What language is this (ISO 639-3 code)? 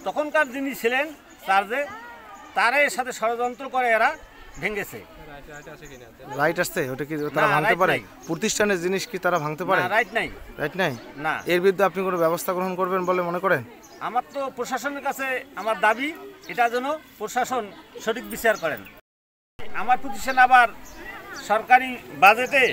ben